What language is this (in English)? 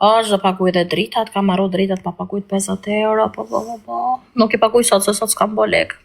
Albanian